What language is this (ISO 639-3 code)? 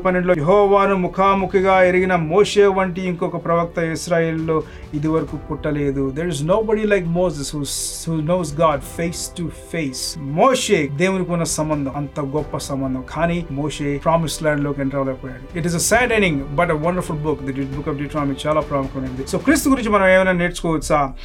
tel